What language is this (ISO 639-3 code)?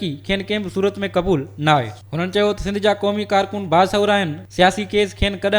snd